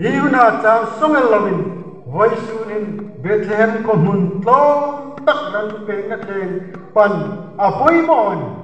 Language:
Hmar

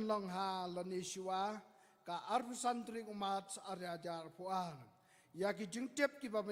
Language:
Khasi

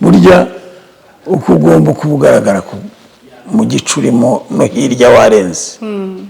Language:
Kinyarwanda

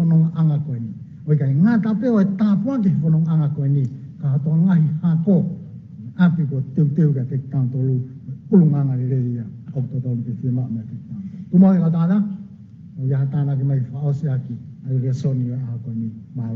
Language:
Tongan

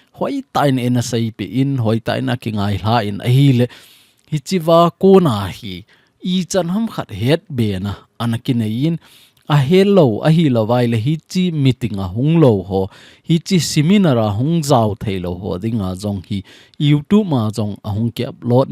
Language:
Thado Chin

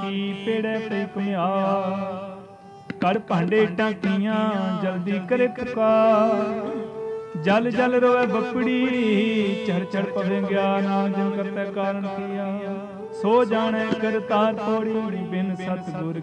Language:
Punjabi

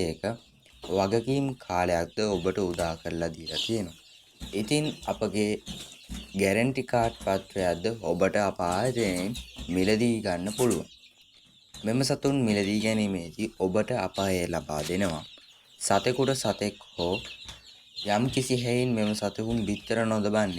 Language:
Sinhala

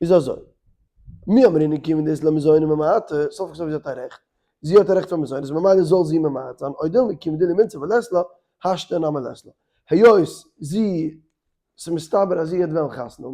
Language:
Yiddish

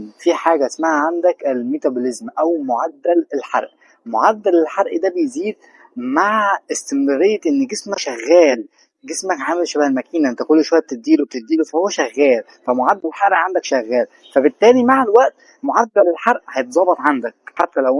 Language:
Egyptian Arabic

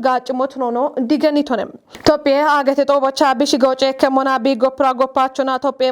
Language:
Kafa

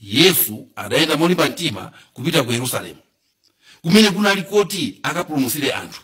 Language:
Nyanja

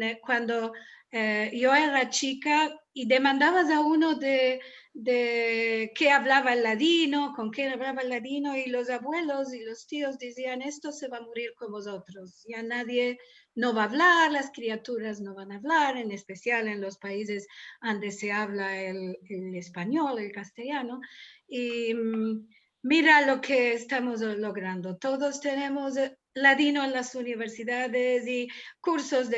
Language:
Ladino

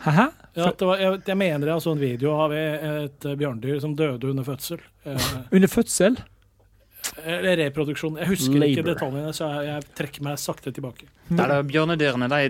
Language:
Norwegian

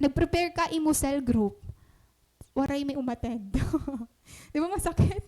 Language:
Waray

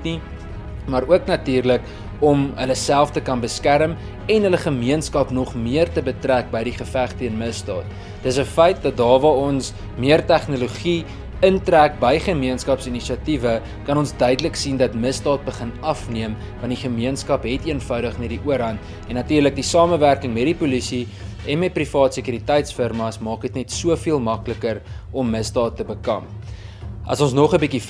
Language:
Afrikaans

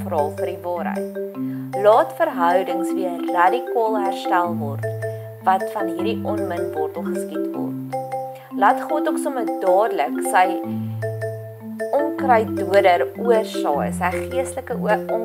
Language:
Afrikaans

